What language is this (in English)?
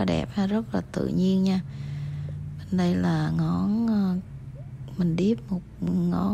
Vietnamese